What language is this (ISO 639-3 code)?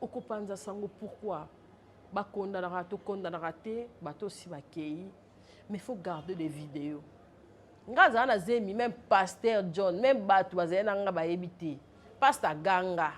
lin